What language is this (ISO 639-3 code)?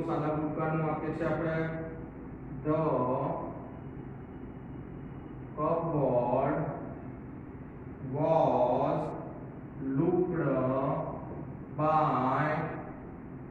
guj